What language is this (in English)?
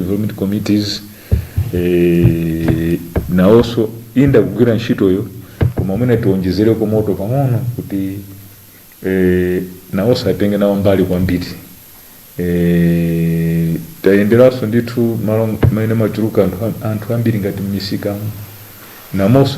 Nyanja